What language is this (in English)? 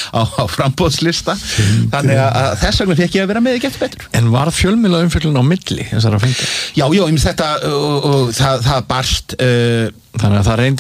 Icelandic